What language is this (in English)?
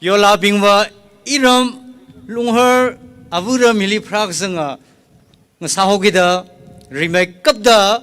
Tangkhul Naga (India)